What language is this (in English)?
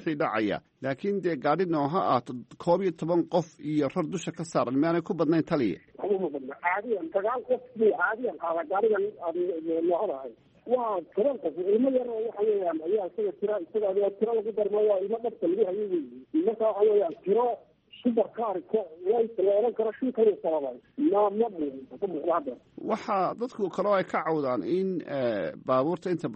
Somali